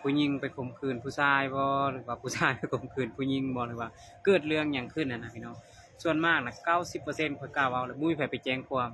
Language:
Lao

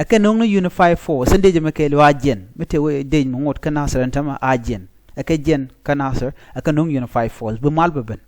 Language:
Nuer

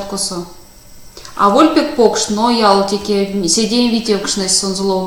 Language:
Erzya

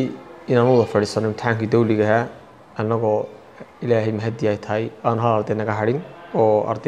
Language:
Somali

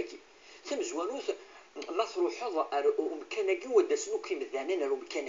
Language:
Kabyle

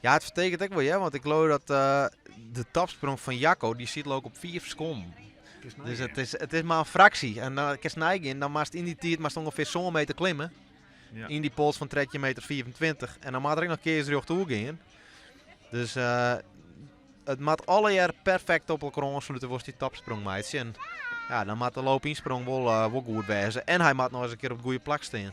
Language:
Western Frisian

